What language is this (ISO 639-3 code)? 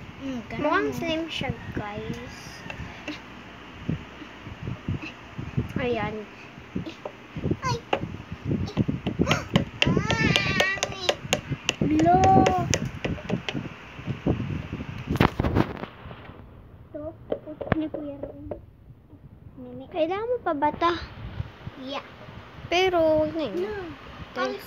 fil